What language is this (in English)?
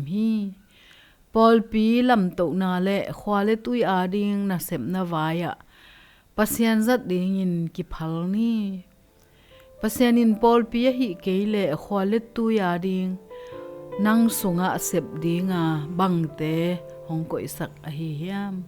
Tedim Chin